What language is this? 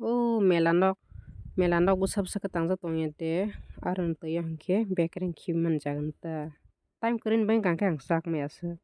Kok Borok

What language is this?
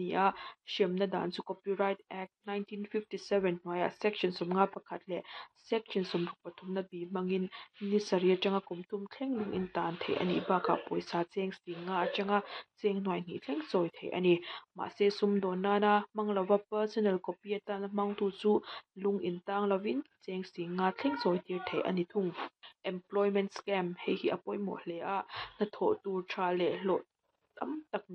Mizo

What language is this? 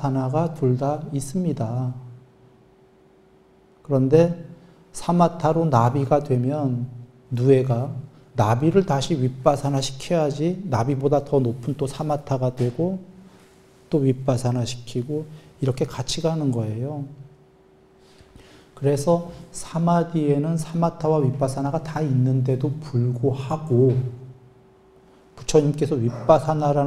Korean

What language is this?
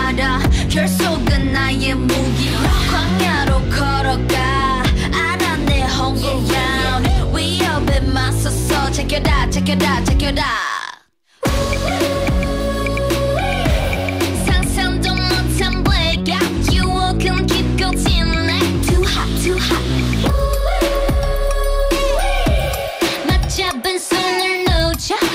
Korean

